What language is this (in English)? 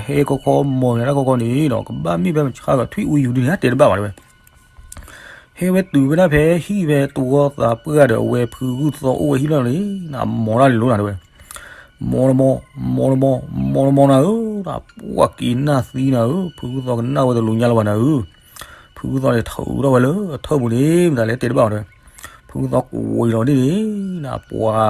S'gaw Karen